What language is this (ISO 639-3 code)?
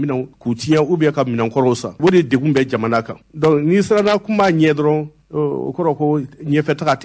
bam